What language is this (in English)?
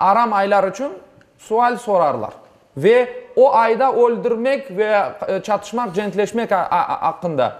Crimean Tatar